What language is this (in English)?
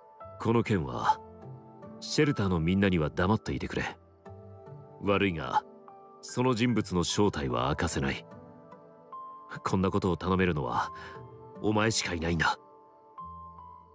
Japanese